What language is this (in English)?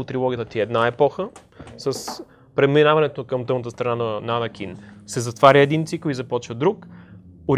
Bulgarian